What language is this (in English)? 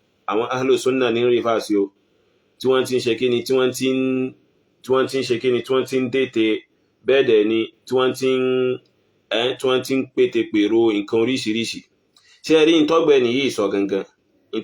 Yoruba